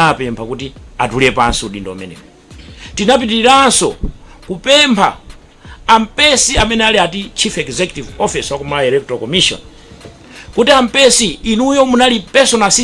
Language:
Nyanja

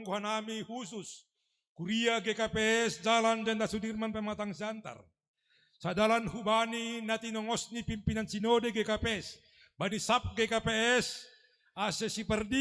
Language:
Batak Simalungun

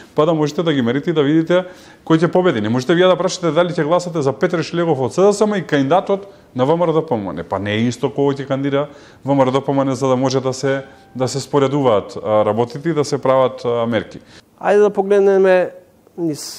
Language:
Macedonian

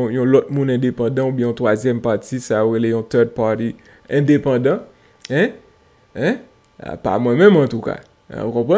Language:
Haitian Creole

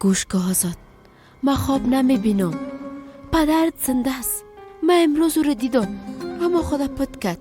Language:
Persian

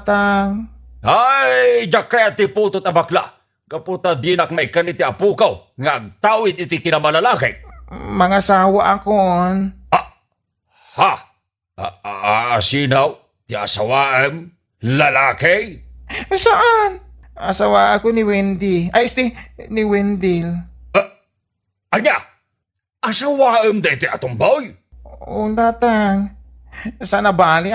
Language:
Iloko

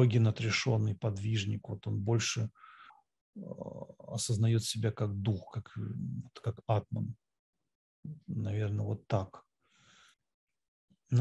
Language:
Russian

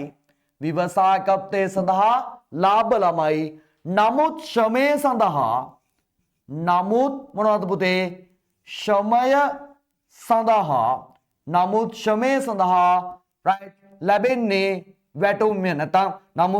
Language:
Sinhala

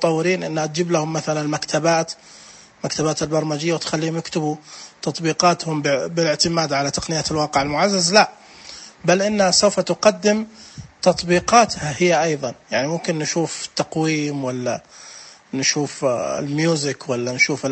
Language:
Najdi Arabic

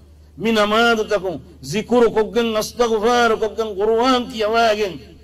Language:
Divehi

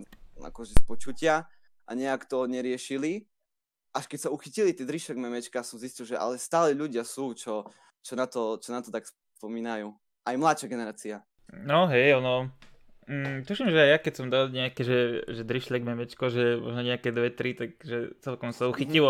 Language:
Slovak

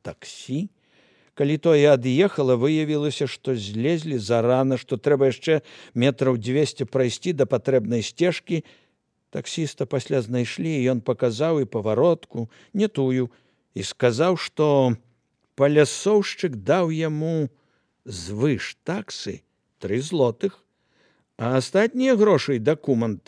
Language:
Belarusian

